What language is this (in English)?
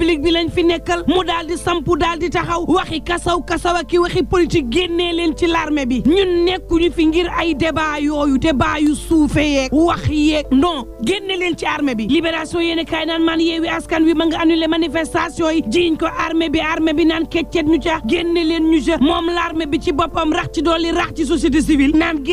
Wolof